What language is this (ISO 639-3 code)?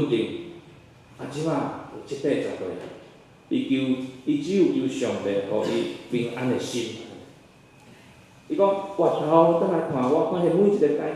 nan